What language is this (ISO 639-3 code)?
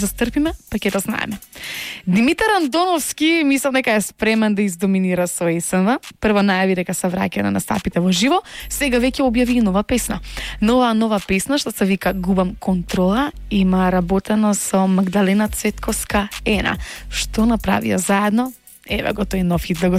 mkd